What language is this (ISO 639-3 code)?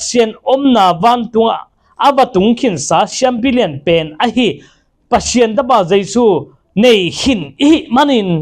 ctd